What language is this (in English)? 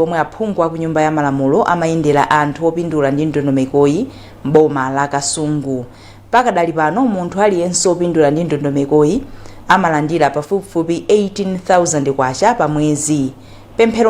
Nyanja